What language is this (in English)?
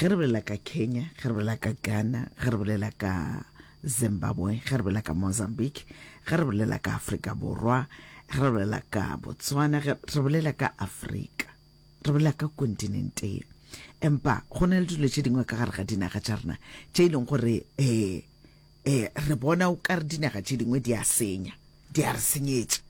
Northern Sotho